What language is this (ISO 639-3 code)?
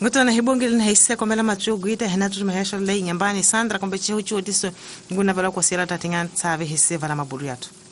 tso